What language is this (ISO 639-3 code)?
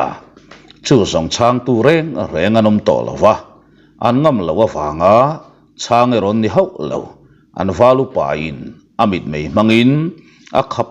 lus